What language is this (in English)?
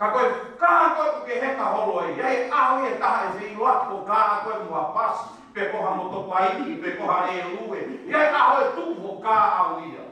Tongan